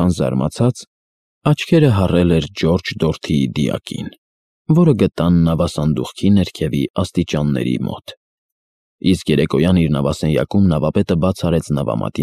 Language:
Armenian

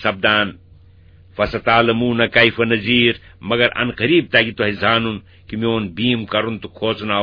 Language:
Kashmiri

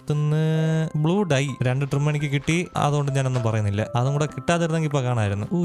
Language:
Malayalam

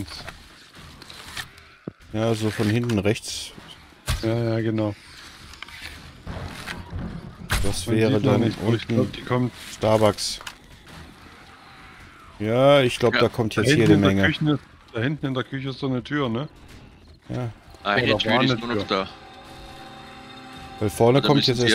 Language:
German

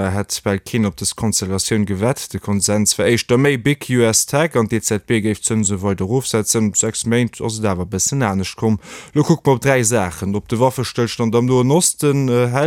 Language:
Luxembourgish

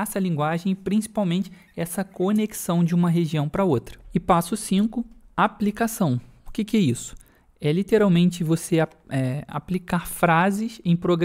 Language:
Portuguese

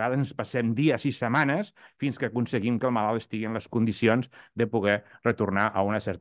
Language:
Catalan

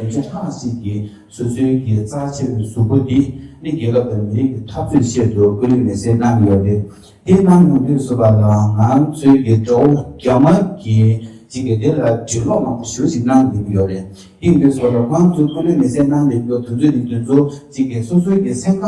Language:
Tibetan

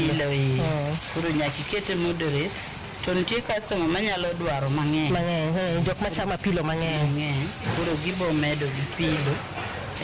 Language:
Luo (Kenya and Tanzania)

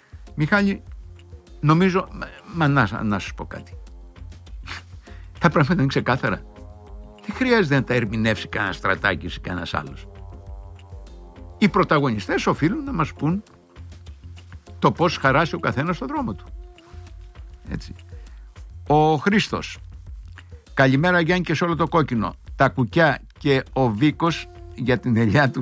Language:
Greek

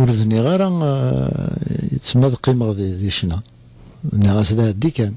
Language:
Kabyle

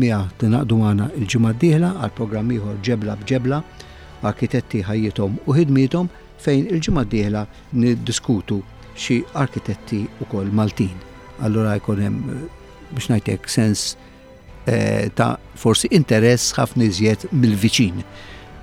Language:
Maltese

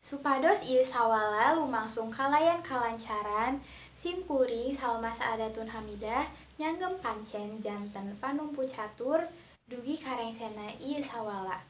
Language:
Sundanese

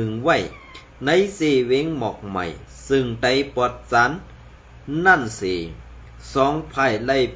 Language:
Shan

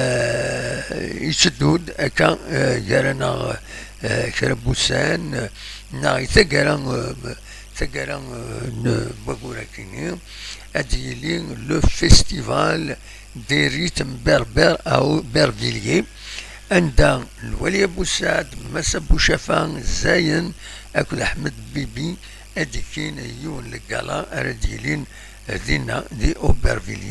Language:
Kabyle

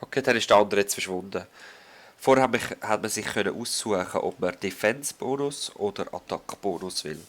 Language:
Swiss German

